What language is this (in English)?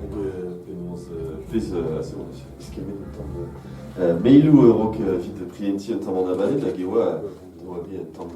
Breton